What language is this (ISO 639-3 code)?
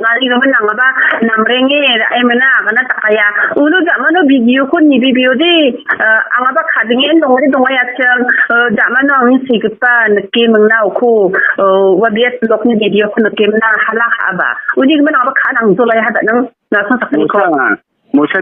grt